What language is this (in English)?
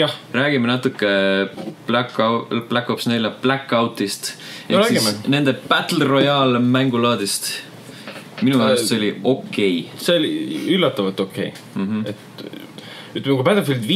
Estonian